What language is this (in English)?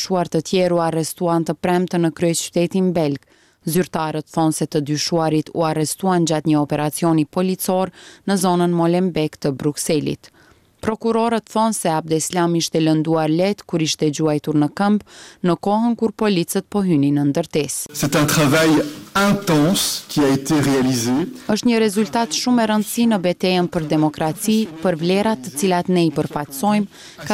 Albanian